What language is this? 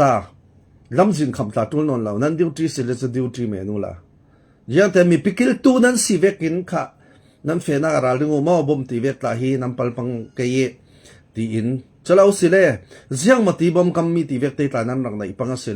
Falam Chin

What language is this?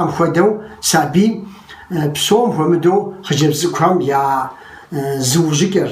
Kabardian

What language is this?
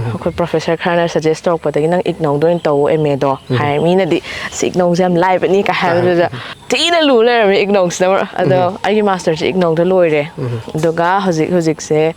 Manipuri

